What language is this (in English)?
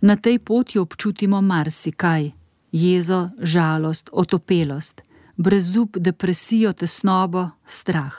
Slovenian